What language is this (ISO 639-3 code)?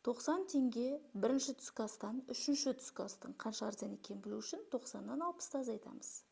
kaz